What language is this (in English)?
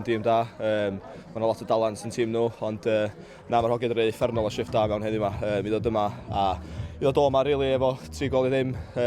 Welsh